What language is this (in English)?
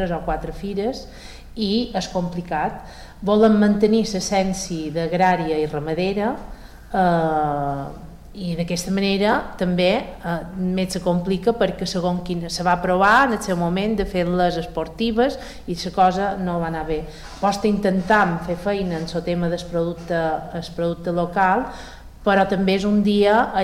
Catalan